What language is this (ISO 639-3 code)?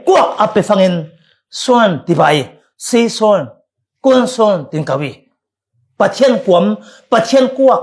cfm